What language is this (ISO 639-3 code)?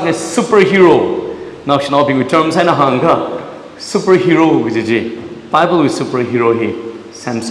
nmf